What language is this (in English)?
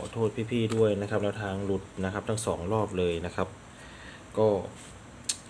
Thai